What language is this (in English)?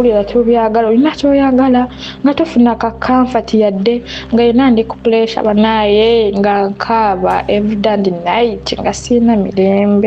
Ganda